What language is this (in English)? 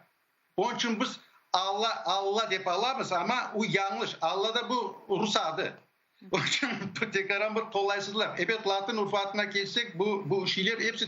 Crimean Tatar